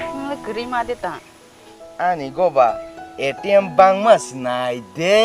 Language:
Kok Borok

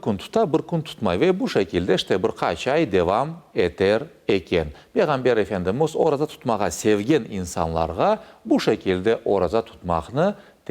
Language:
Crimean Tatar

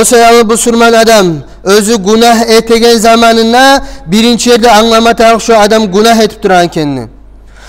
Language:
Kumyk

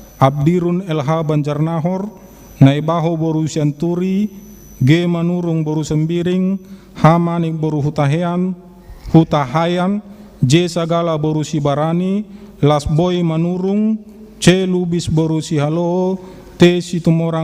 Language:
Batak Toba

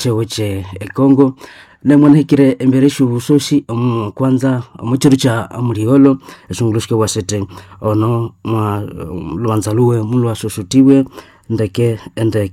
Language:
Nande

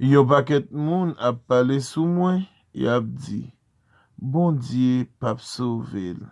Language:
Haitian Creole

